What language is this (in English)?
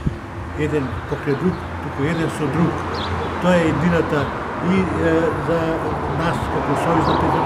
Macedonian